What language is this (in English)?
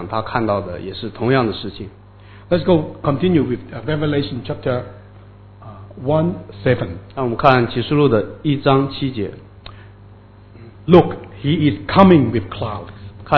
Chinese